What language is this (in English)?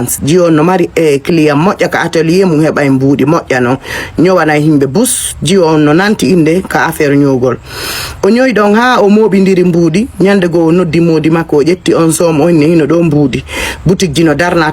Fula